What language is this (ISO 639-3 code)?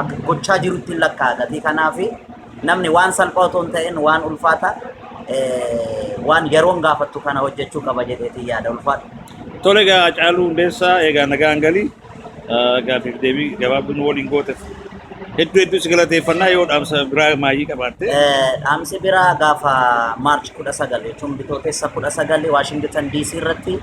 orm